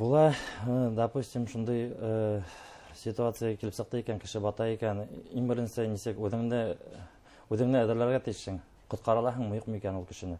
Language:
Bashkir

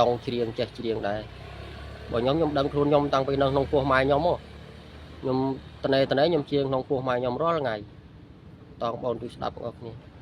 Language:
Khmer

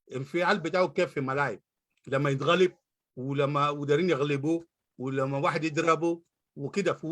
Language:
Sudanese Arabic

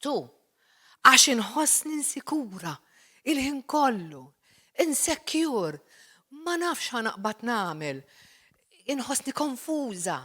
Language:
Maltese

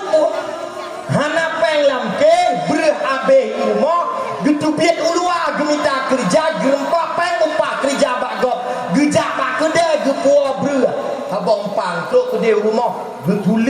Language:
Achinese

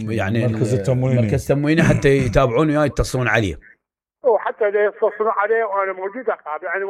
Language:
Mesopotamian Arabic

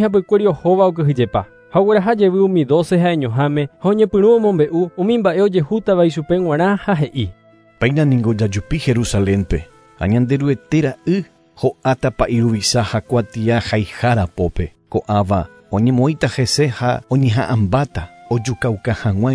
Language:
Guarani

